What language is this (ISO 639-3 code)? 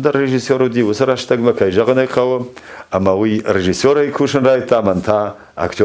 oss